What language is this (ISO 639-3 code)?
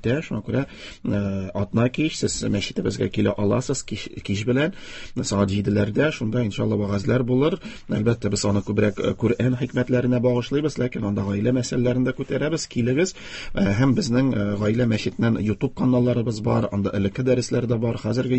tat